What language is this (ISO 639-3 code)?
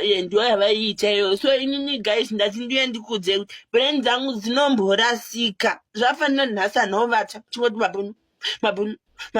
sna